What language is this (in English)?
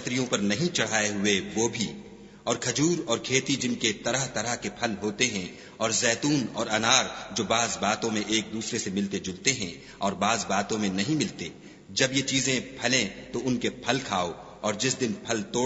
Urdu